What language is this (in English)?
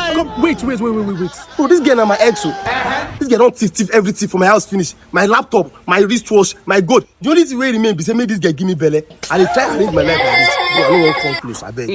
Nigerian Pidgin